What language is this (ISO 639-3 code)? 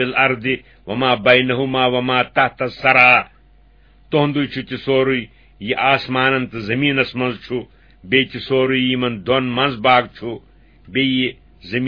kas